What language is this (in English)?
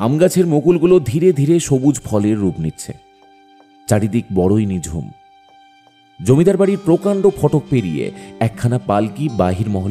Bangla